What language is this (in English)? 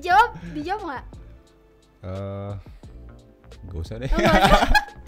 Indonesian